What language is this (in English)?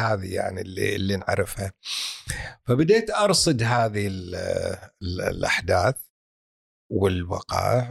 Gulf Arabic